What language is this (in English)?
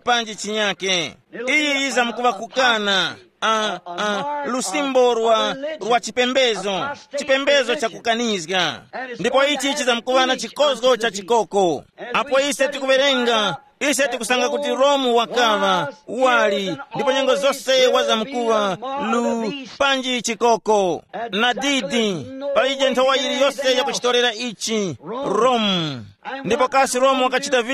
Tumbuka